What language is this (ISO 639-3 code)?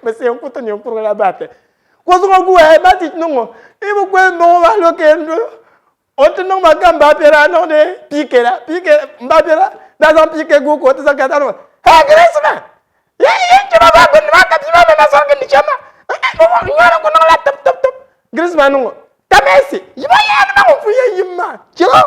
dag